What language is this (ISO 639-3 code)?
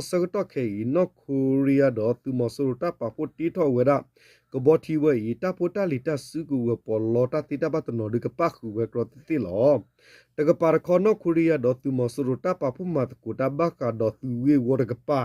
ksw